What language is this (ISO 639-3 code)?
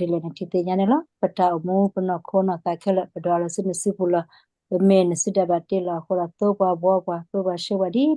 ksw